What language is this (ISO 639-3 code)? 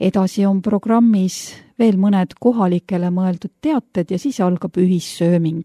est